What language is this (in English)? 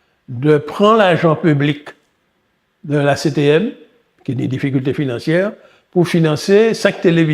Guadeloupean Creole French